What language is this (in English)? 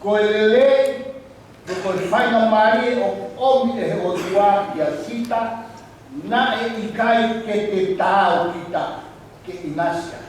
Tongan